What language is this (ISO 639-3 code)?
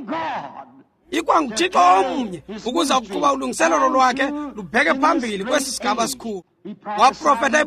xho